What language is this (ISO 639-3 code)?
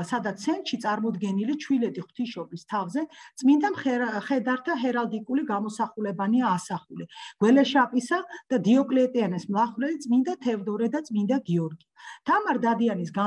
kat